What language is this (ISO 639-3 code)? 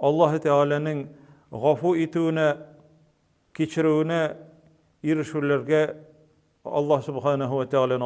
tat